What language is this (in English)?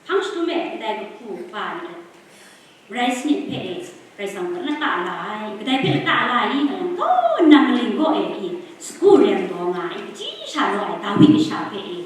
Kachin